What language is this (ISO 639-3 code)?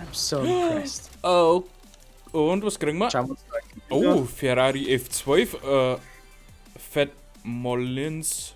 bar